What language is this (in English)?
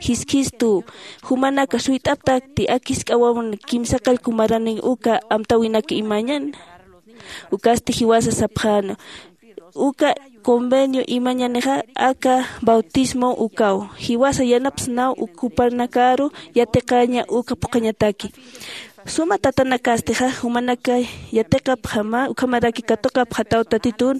Aymara